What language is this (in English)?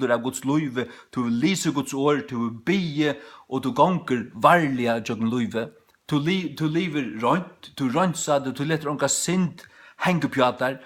Faroese